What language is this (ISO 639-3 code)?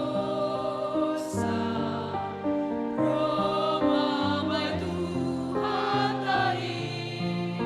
bts